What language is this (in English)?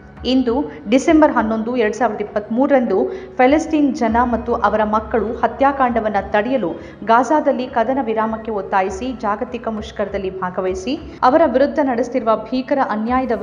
Kannada